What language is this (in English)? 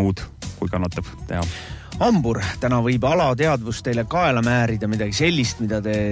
Estonian